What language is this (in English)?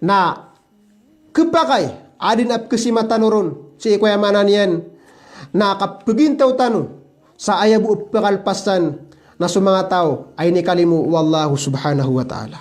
Maranao